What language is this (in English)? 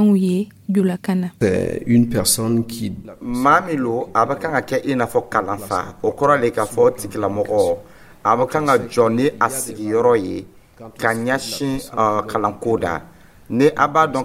Dyula